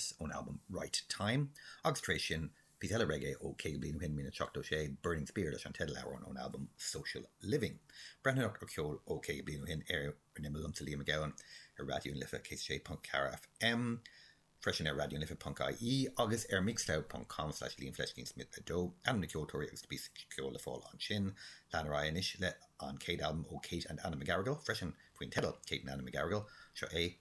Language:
Irish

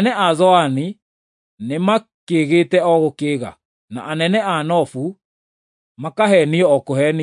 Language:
Kikuyu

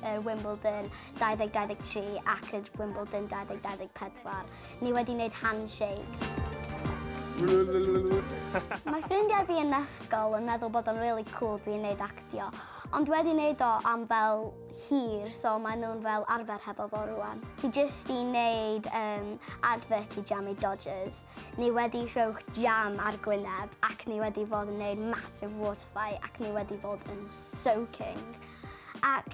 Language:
Welsh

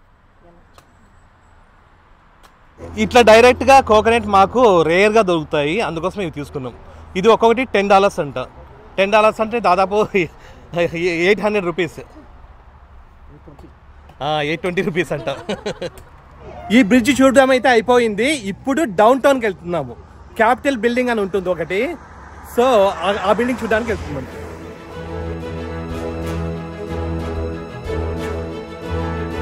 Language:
Telugu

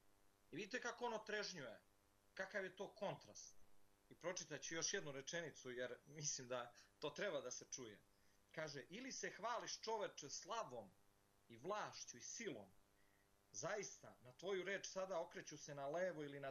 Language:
Serbian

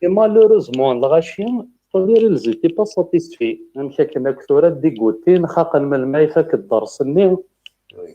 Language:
Kabyle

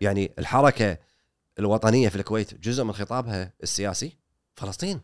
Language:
Gulf Arabic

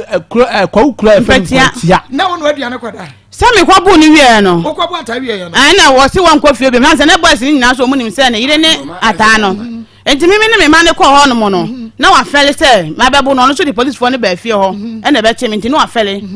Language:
Akan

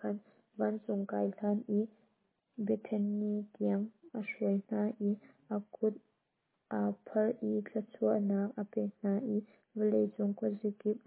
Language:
Hakha Chin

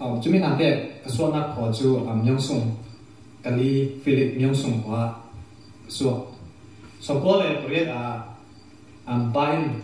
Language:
Falam Chin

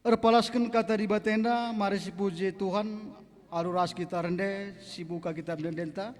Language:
Batak Karo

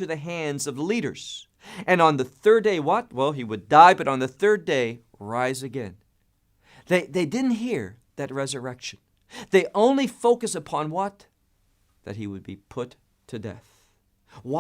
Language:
English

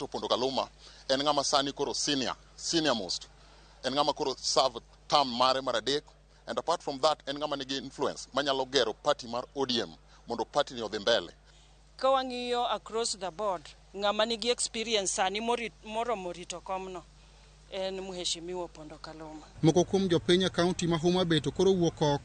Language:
Luo (Kenya and Tanzania)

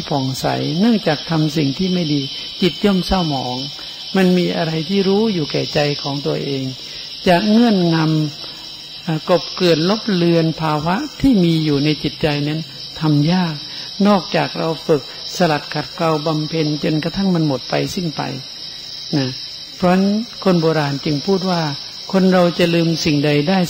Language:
Thai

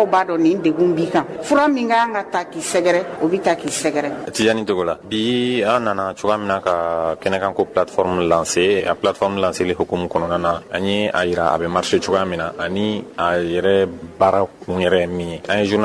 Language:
Bambara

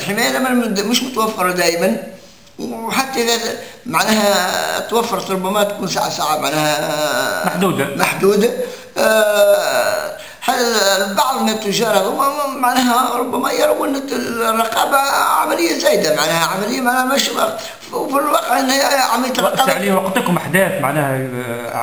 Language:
Tunisian Arabic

